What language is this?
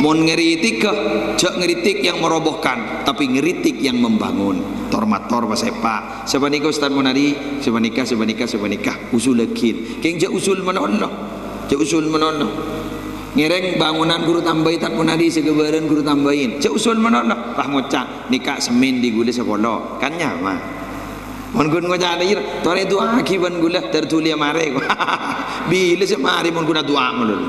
Madurese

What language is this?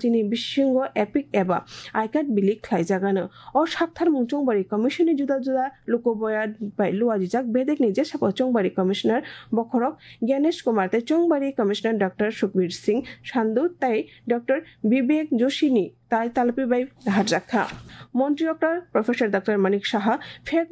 Kok Borok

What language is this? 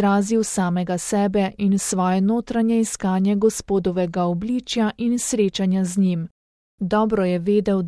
Slovenian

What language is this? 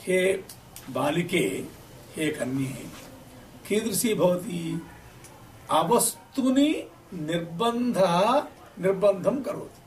Sanskrit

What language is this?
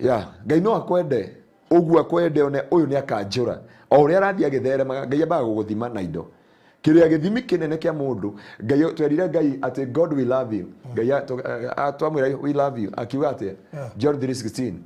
Kikuyu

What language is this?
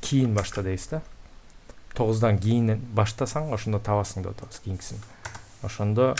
Kyrgyz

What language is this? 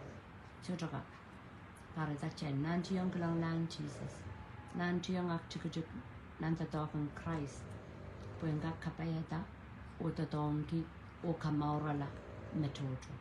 Pohnpeian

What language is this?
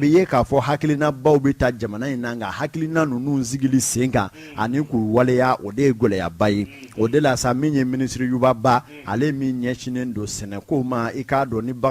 Bambara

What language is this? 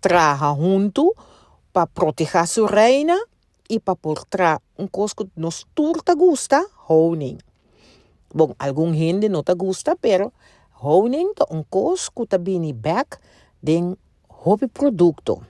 Papiamento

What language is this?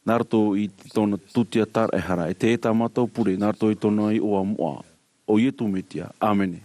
Tahitian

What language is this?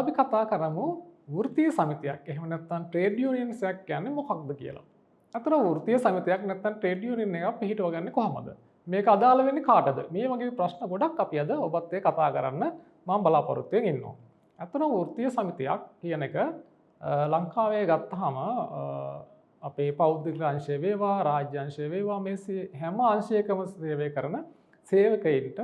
Sinhala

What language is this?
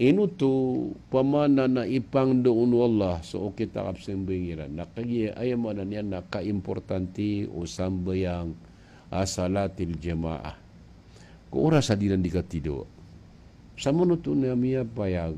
Maranao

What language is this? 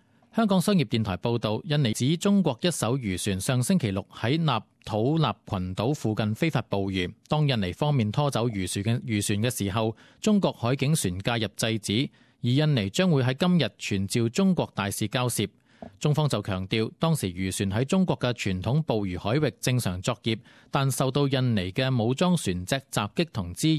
Cantonese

